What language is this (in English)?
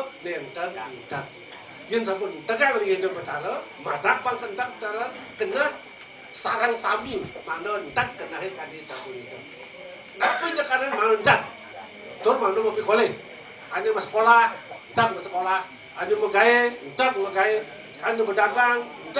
Balinese